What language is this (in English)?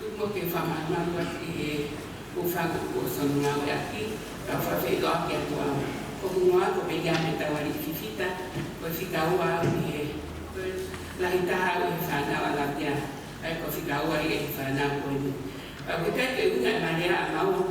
Tongan